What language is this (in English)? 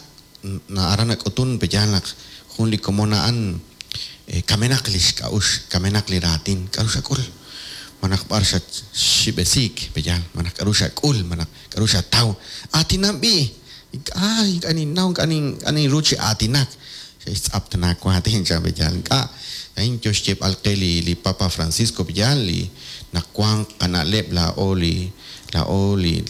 Kekchí